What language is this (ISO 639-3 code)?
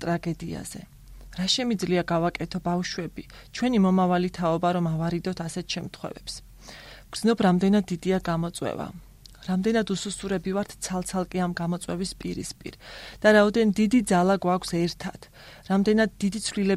kat